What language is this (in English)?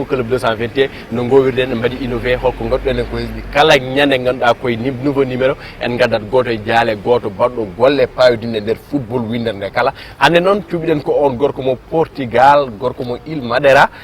Fula